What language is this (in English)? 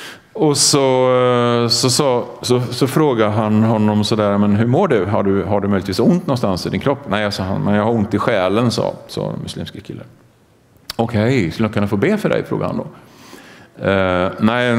Swedish